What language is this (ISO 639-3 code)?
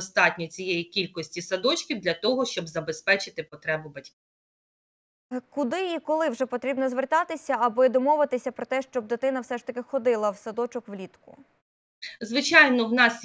ukr